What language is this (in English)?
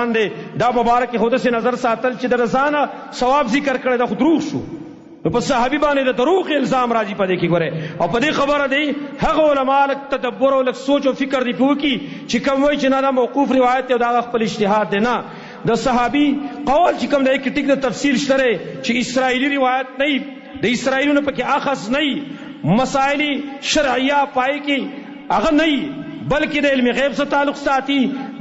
Pashto